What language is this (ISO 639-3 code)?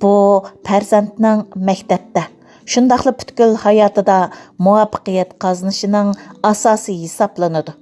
uig